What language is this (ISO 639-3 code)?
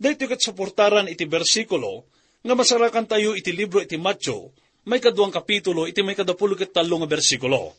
ilo